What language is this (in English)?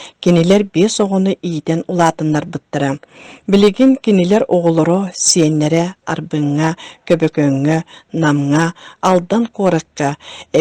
Yakut